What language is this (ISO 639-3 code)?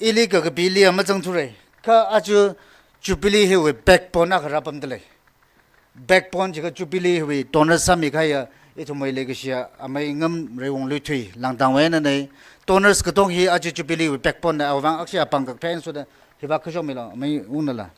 nmf